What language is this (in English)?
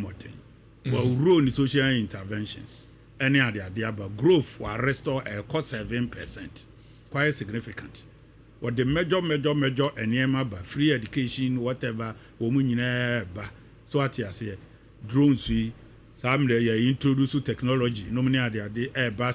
Akan